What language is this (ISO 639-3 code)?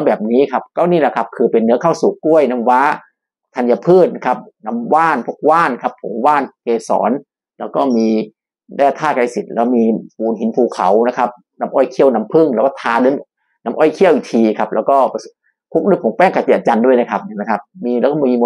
tha